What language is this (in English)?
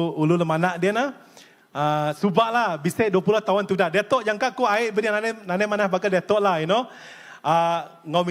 Iban